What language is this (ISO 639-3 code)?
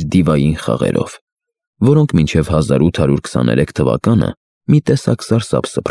hye